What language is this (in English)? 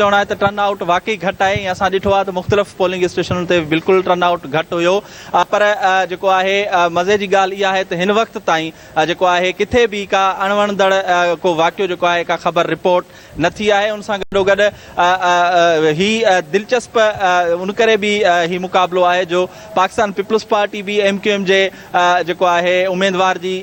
Sindhi